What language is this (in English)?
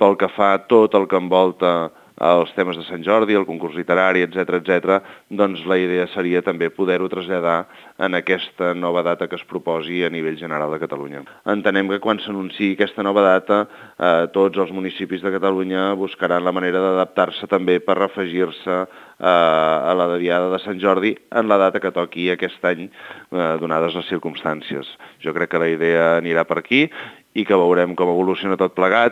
Catalan